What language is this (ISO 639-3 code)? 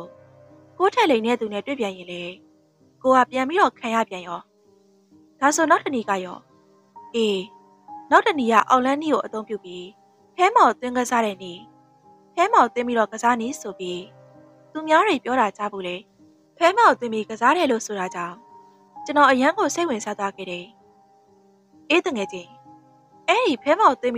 mya